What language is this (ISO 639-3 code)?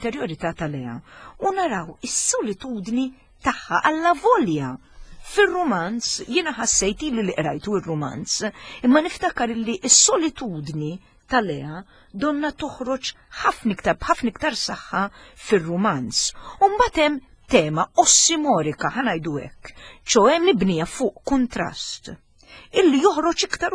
mlt